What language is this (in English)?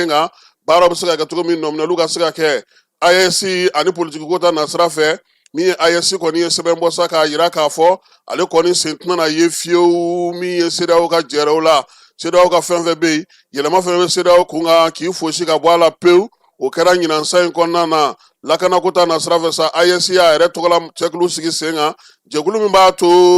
Bambara